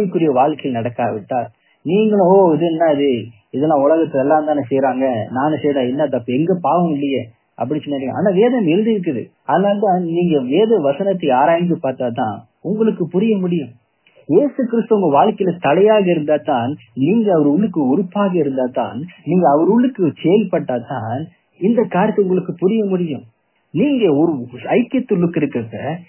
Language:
Tamil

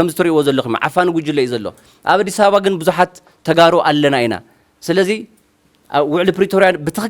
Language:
Tigrinya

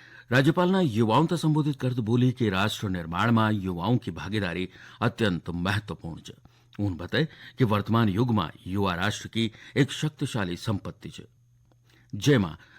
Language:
Garhwali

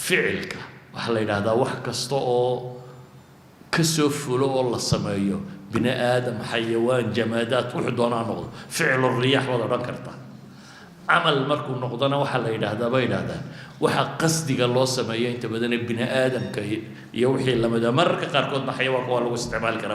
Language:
Somali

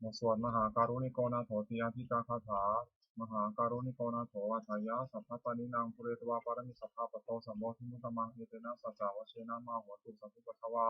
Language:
Pali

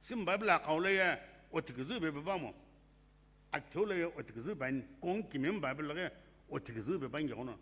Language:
Sumi Naga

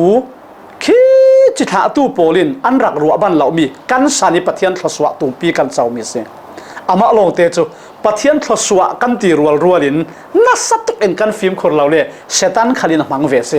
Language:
Falam Chin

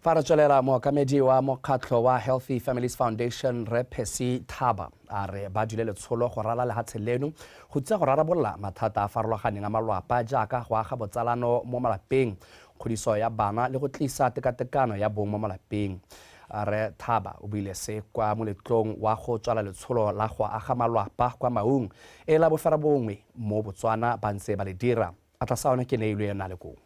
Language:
Tswana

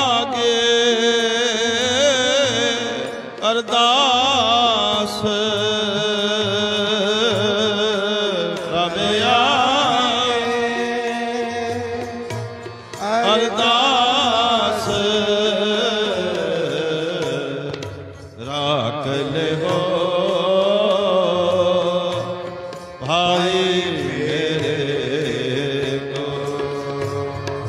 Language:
Punjabi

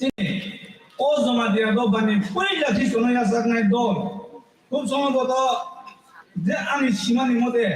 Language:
Kok Borok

